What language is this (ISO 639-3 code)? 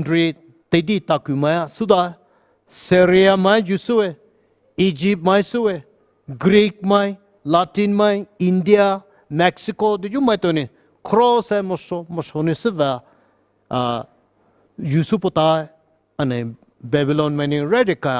pmx